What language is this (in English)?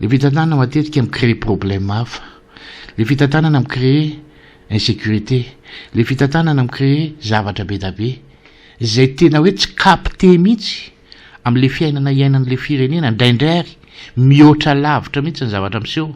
Malagasy